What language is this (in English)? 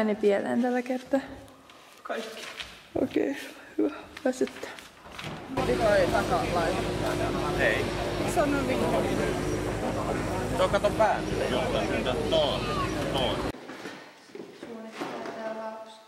Finnish